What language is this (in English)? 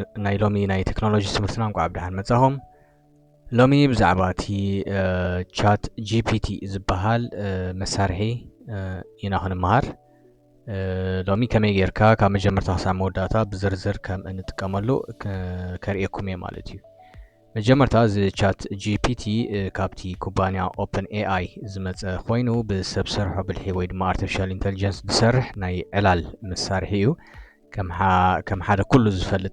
Tigrinya